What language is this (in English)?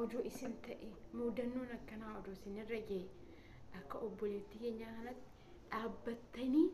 Oromo